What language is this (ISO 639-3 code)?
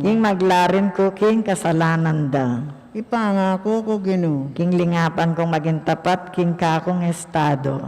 pam